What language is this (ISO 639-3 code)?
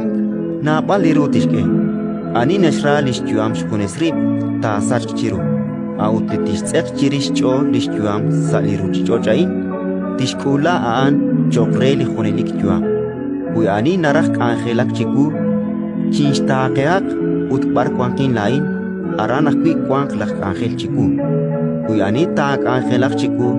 kek